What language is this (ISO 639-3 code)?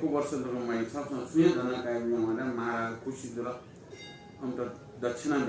new